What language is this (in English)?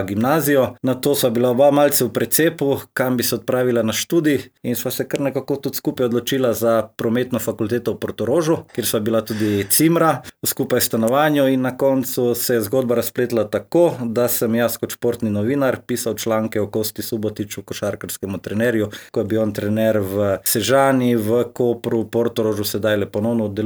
Slovenian